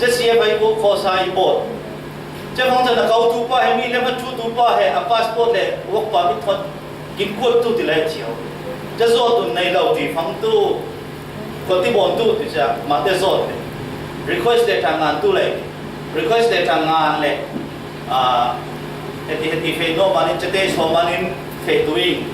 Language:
Falam Chin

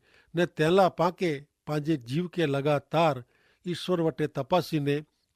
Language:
Kachhi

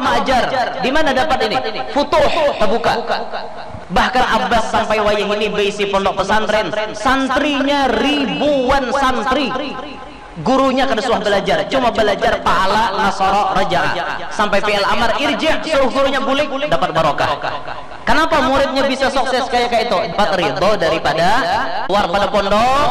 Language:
Banjar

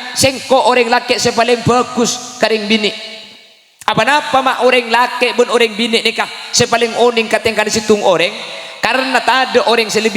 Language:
Madurese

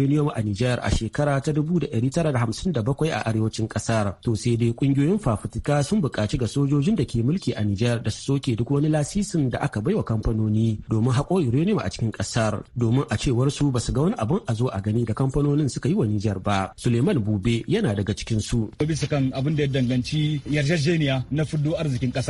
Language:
Hausa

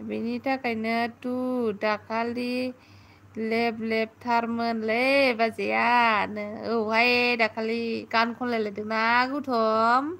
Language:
Bodo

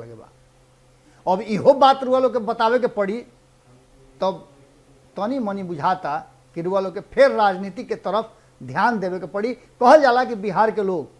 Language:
Bhojpuri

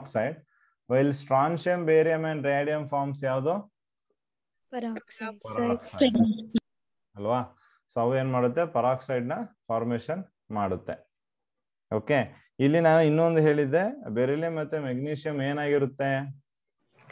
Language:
Kannada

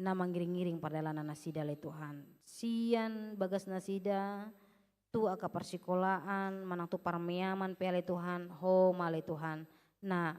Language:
Batak Toba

